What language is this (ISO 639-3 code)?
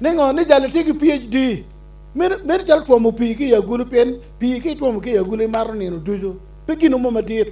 ach